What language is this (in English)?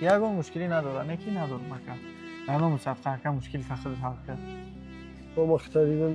Tajik